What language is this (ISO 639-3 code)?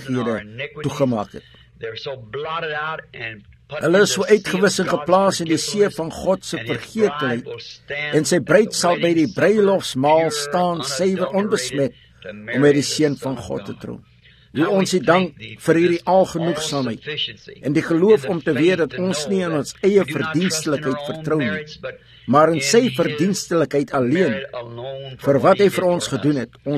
afr